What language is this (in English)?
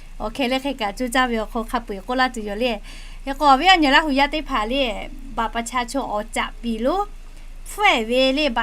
Lahu